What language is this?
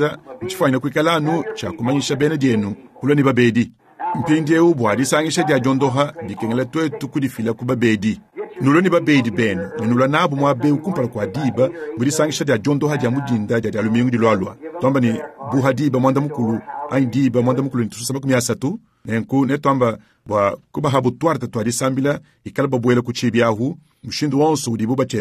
Luba-Lulua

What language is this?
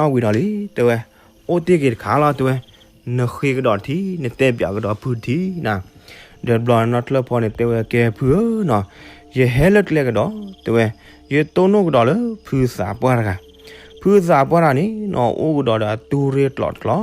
S'gaw Karen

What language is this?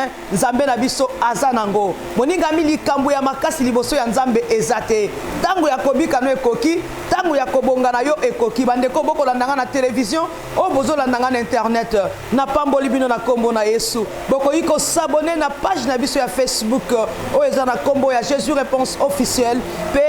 Lingala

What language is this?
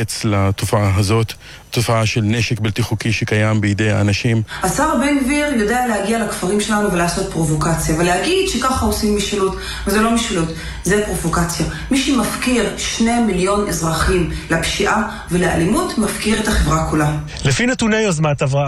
Hebrew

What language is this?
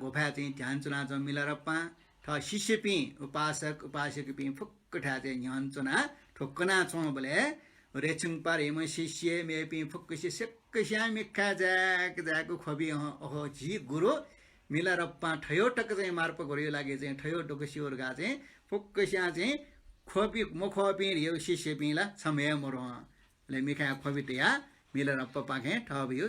Newari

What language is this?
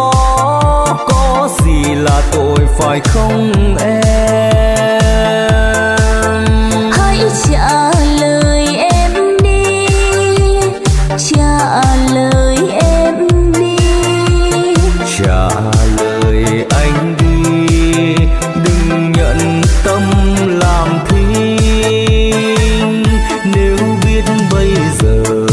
Vietnamese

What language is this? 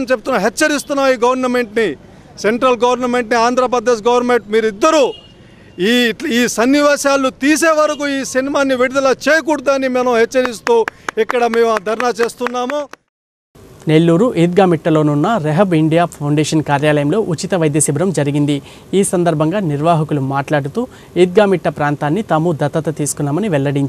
Telugu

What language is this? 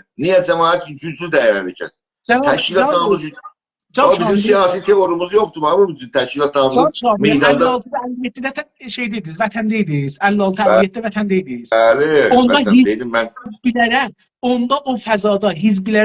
South Azerbaijani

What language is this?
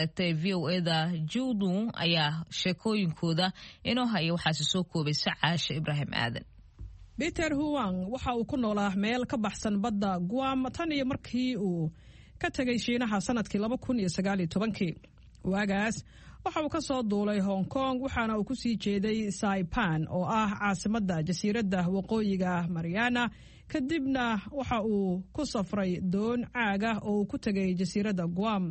Somali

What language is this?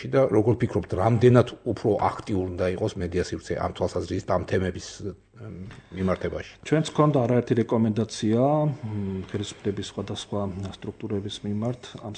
Georgian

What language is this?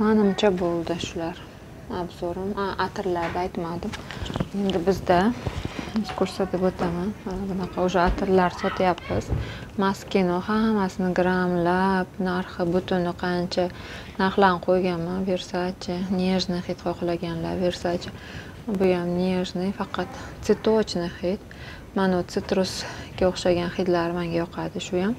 Uzbek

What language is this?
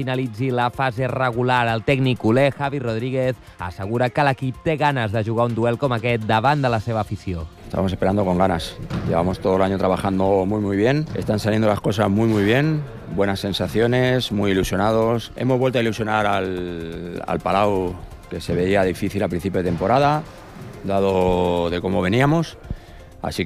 Catalan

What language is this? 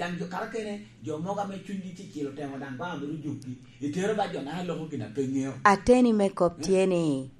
Lango (Uganda)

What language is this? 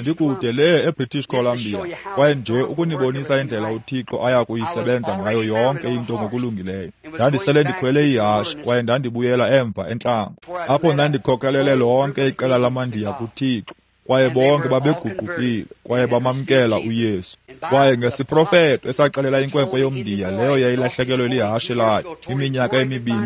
Xhosa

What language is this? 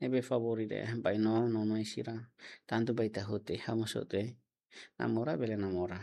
Tetum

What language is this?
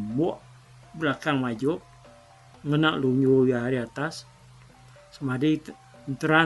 Iban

